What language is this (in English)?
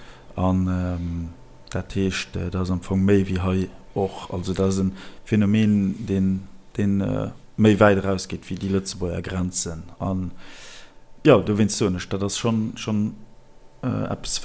Luxembourgish